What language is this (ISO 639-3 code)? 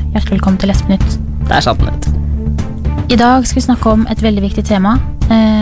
nor